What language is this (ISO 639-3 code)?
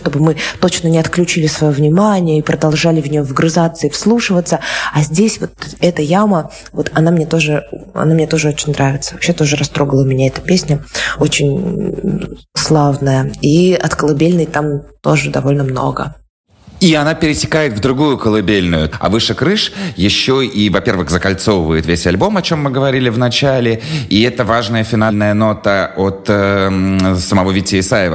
rus